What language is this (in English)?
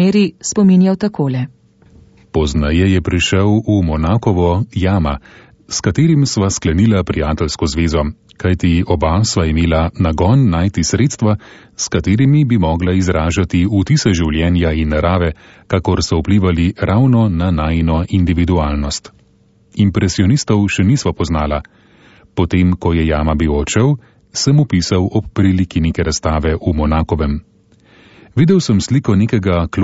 Slovenian